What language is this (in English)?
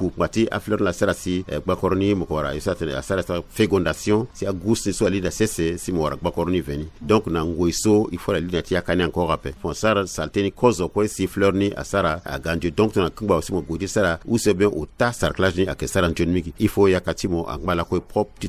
Sango